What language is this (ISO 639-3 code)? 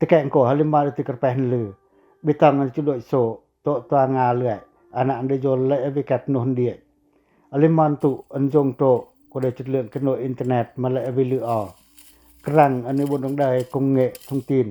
pac